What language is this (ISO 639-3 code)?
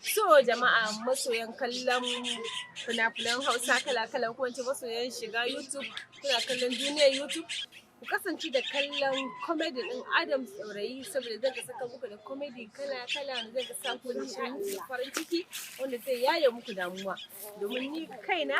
hau